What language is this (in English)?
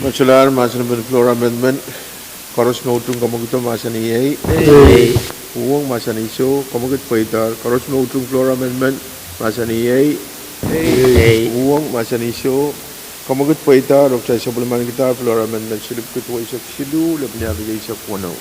Pohnpeian